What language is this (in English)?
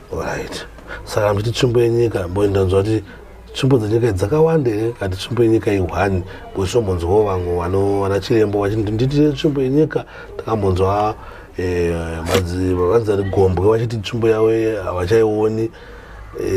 Shona